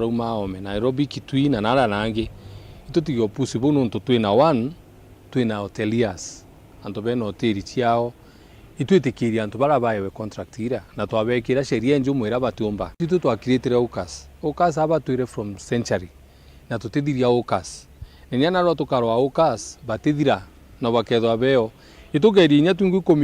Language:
Meru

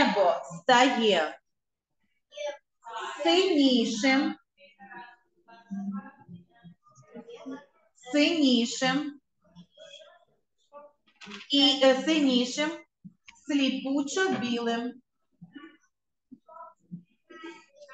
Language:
Ukrainian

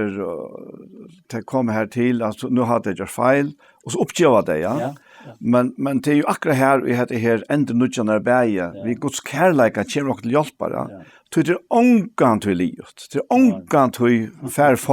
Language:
Faroese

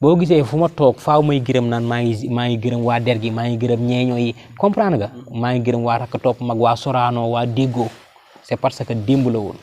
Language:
Wolof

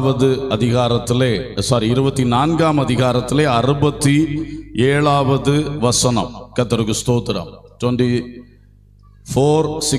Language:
Tamil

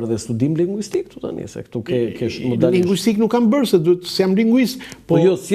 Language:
Albanian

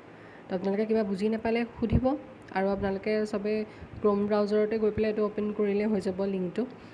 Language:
Assamese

